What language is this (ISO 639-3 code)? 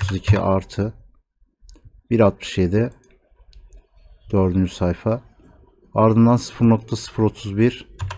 tur